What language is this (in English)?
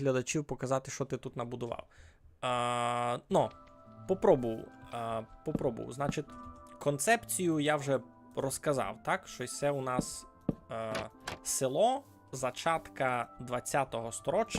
Rusyn